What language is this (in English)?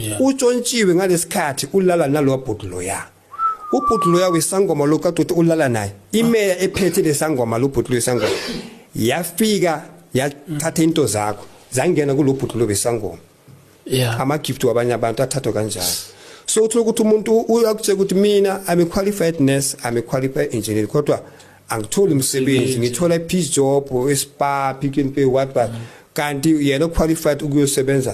Zulu